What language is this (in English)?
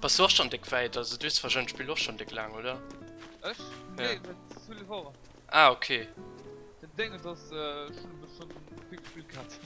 Luxembourgish